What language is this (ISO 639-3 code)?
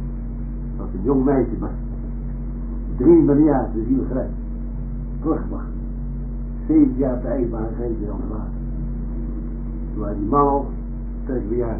nld